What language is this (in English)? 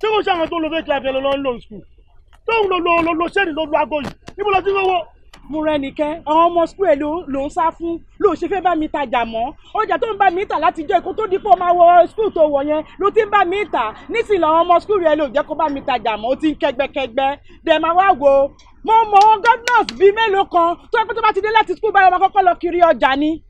Yoruba